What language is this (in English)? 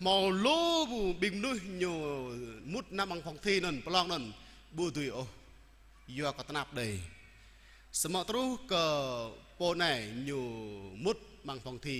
Jarai